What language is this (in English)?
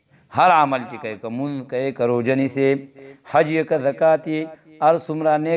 Pashto